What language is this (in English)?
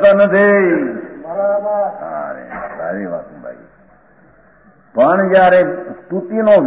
Gujarati